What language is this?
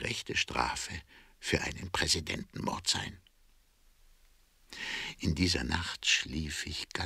German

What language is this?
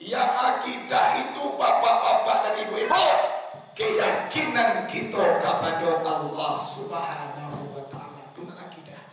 Minangkabau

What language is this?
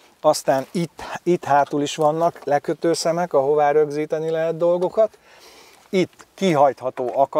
Hungarian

